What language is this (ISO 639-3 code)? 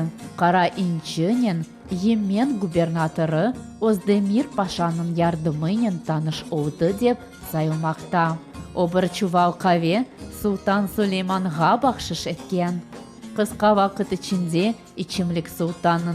crh